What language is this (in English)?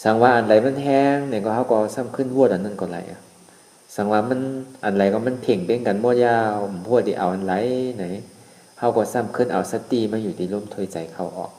Shan